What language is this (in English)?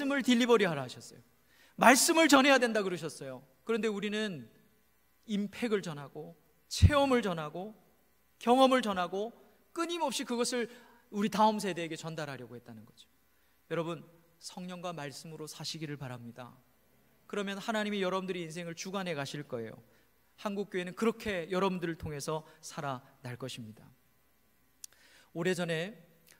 Korean